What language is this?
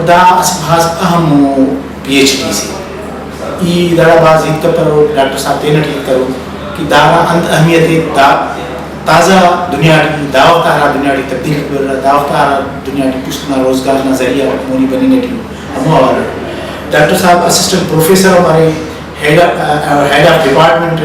Brahui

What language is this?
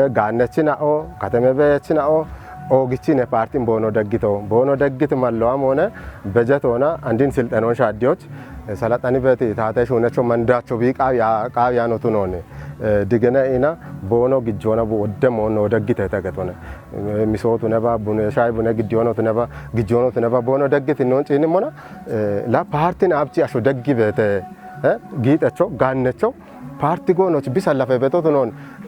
Kafa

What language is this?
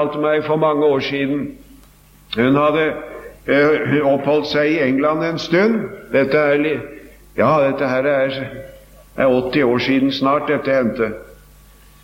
Norwegian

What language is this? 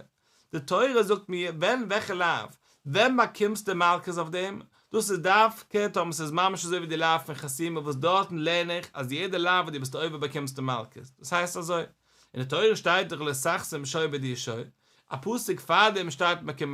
Yiddish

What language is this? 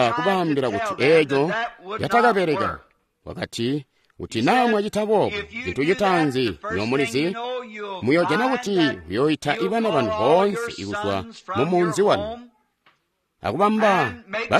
Tonga (Zambia)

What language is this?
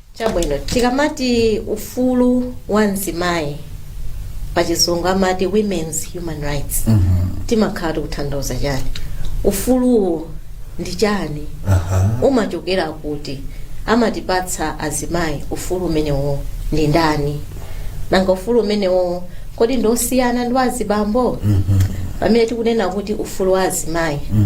Nyanja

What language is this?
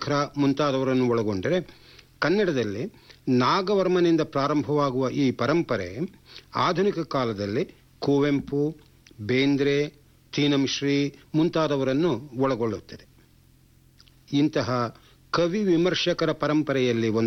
Kannada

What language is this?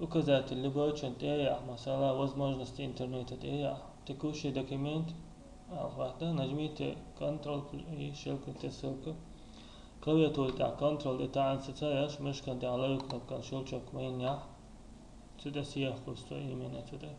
Chechen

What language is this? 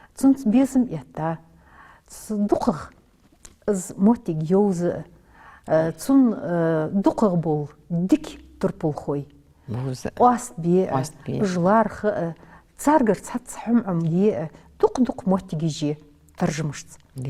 Ingush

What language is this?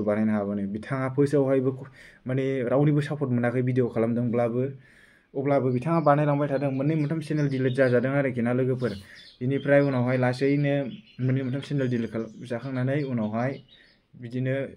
Bodo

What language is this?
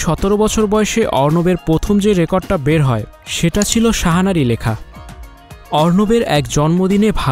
Bangla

